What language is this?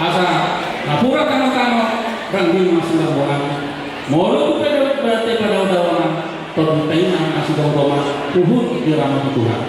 Batak Toba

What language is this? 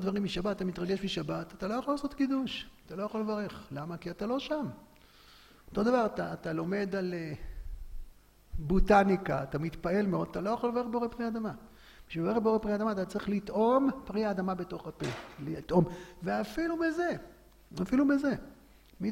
Hebrew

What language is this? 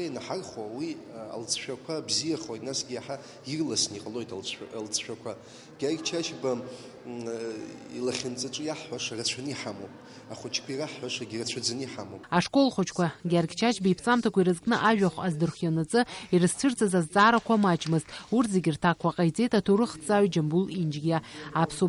Abkhazian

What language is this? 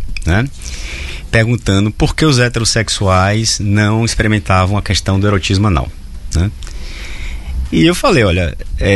Portuguese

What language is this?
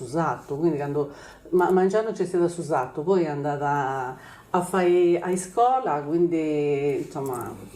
Sardinian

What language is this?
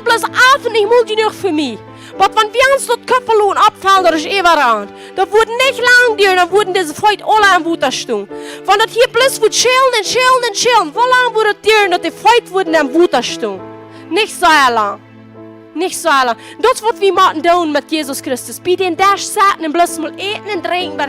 Plautdietsch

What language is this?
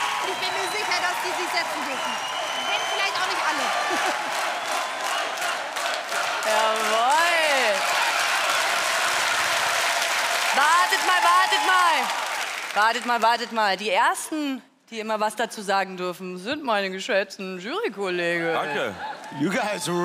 German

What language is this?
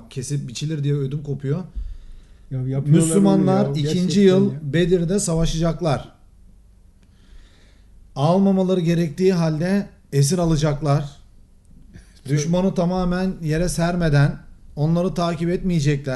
Turkish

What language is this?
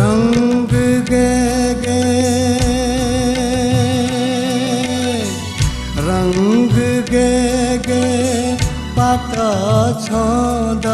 Newari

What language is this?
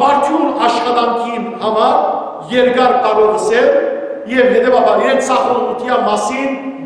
Western Armenian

